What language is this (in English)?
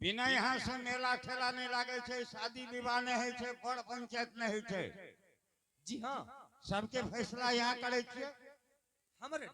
Angika